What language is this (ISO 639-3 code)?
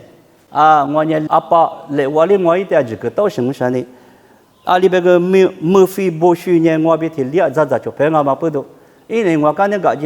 lis